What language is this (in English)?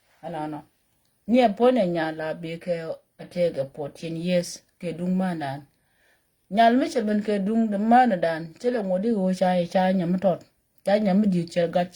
Nuer